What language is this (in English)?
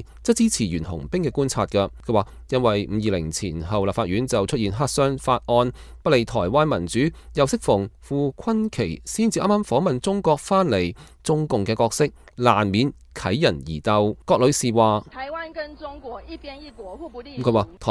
Cantonese